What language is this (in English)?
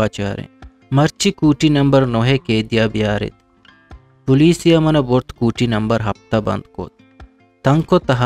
Eastern Balochi